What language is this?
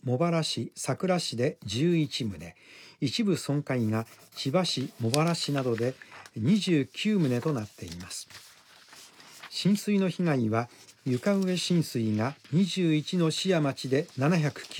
Japanese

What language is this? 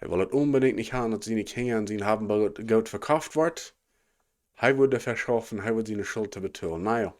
Plautdietsch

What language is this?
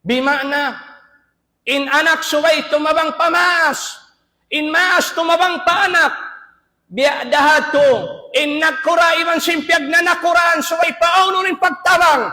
Tausug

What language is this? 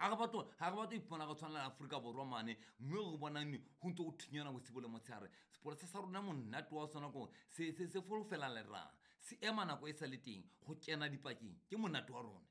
Southern Sotho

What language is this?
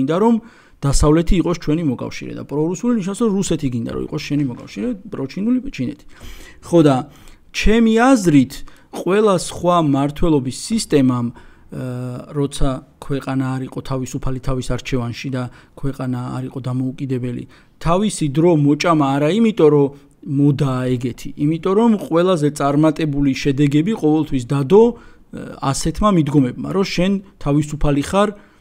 Georgian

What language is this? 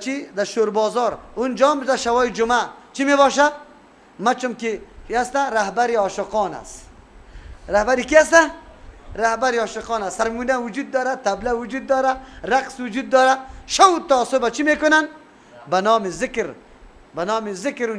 Persian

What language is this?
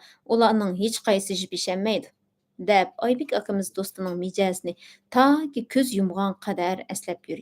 Uyghur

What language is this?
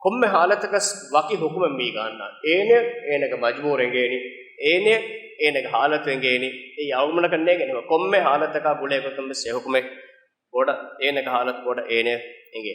Divehi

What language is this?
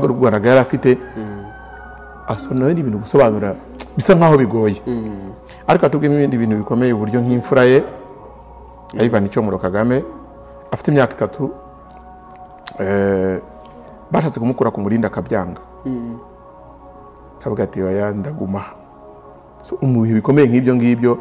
Kinyarwanda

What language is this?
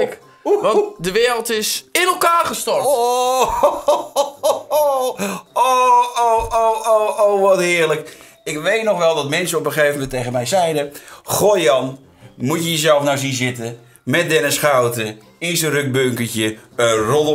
Dutch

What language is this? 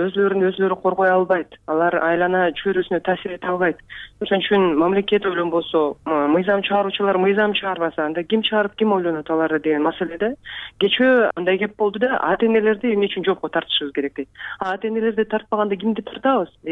Kyrgyz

